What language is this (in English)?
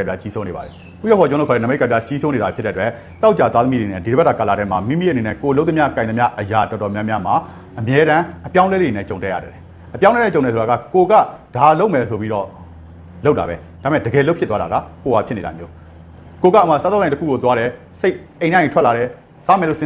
Burmese